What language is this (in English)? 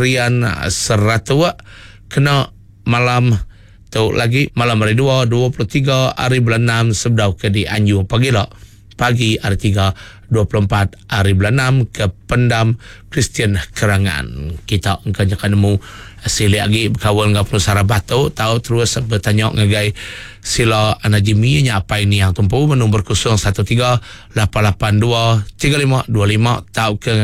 Iban